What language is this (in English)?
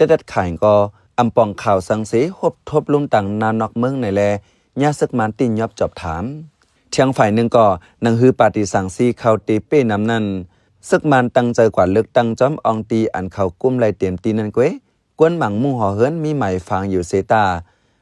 Shan